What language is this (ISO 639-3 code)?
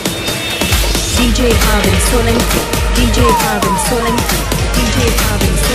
guj